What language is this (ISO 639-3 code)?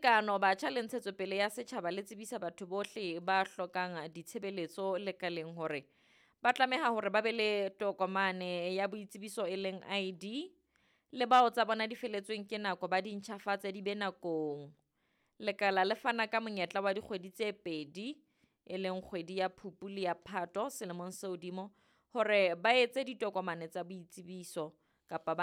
sot